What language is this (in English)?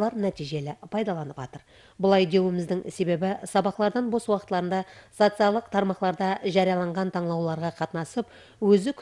Kara-Kalpak